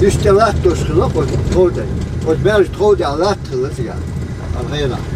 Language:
Chechen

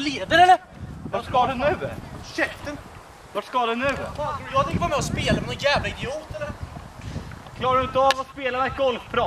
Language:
Swedish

